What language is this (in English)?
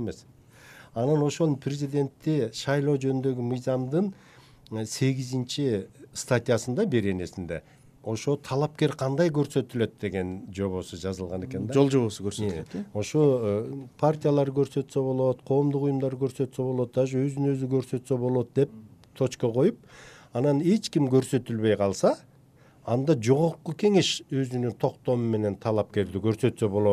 Kyrgyz